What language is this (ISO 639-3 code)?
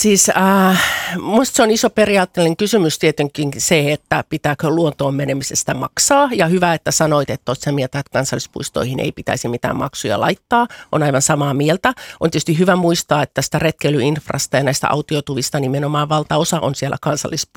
fin